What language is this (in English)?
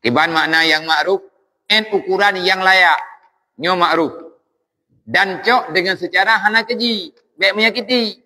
Achinese